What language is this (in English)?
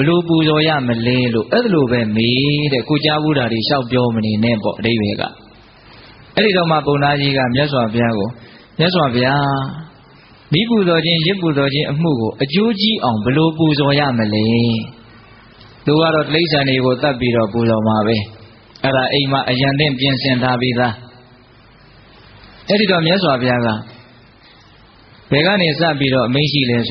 Burmese